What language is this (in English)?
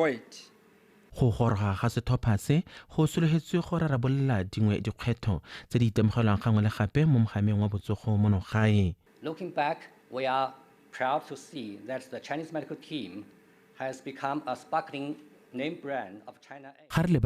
Tswana